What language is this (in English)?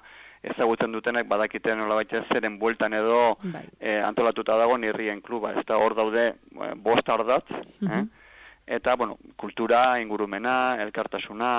Basque